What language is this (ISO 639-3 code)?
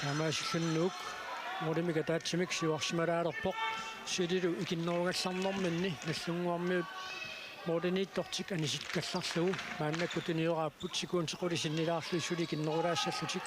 kal